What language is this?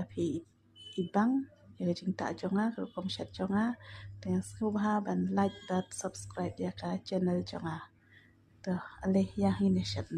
Khasi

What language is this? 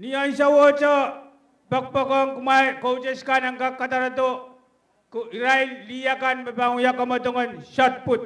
Pohnpeian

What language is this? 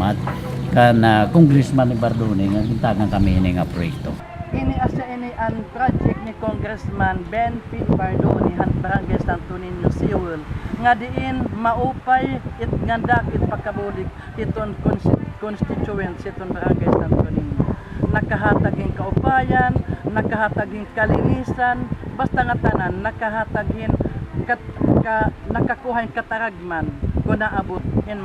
Waray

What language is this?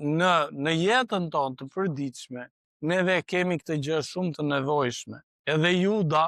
Albanian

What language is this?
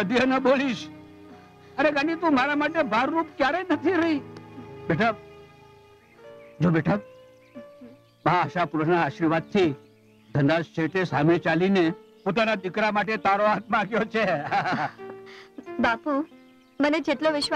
Gujarati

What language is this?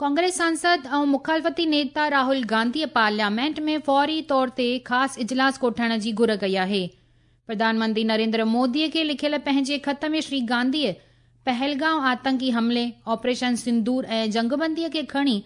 Sindhi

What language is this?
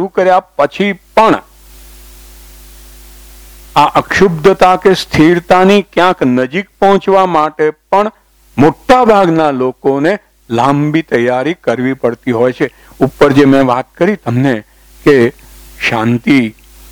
Gujarati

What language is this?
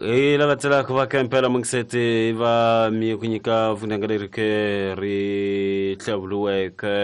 Tsonga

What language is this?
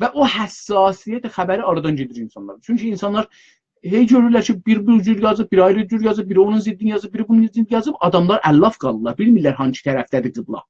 South Azerbaijani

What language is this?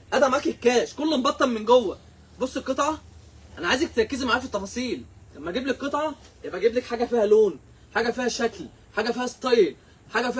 Egyptian Arabic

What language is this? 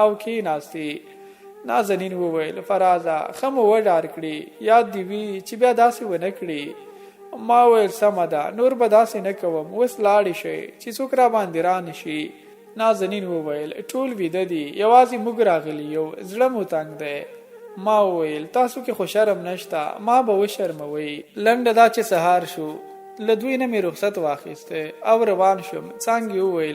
Pashto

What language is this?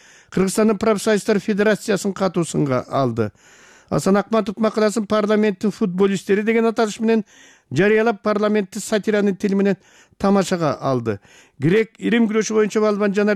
Kyrgyz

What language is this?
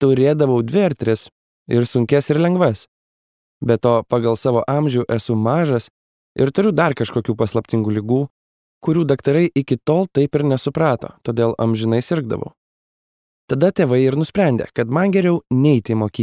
Lithuanian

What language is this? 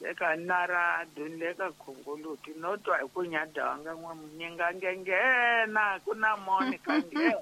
Tsonga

